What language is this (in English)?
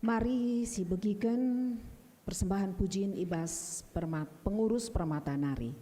Batak Karo